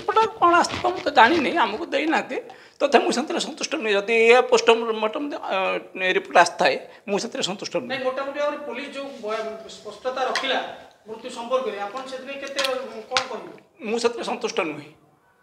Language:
Odia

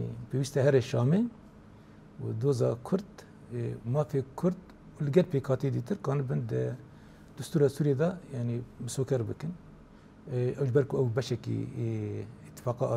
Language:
Kurdish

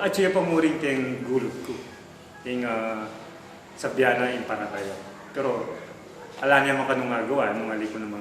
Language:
Pampanga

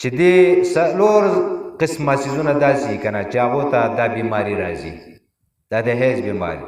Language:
Pashto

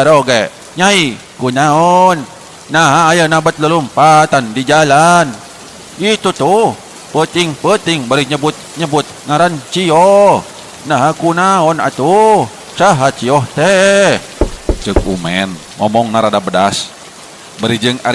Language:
Sundanese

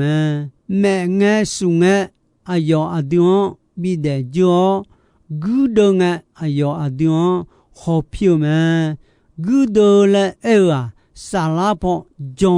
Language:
Akha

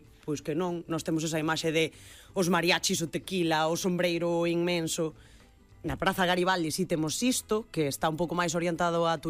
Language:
Galician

